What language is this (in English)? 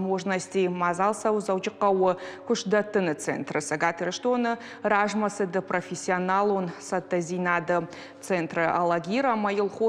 Ossetic